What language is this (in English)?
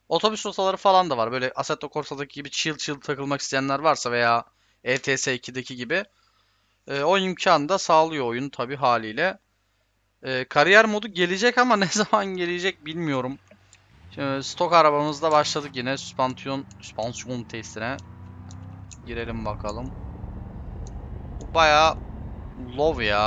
Turkish